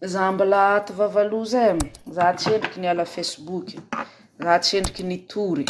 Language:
Malagasy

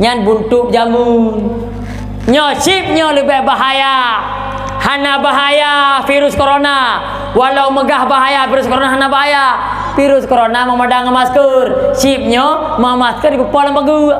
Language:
Achinese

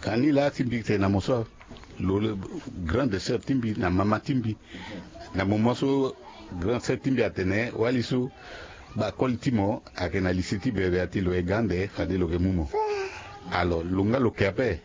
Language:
Sango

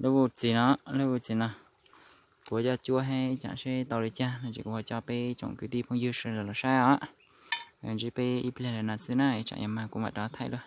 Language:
Hmong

